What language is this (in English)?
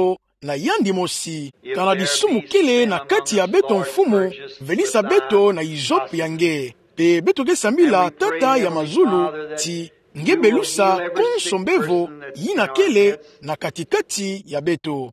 Kituba (Democratic Republic of Congo)